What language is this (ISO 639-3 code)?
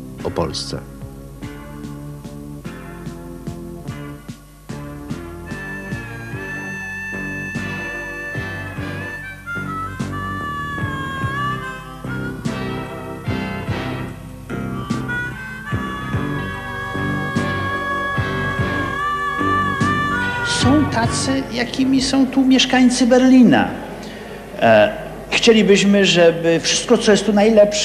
pol